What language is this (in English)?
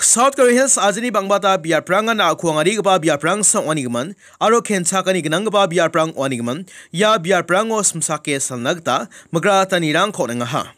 Garo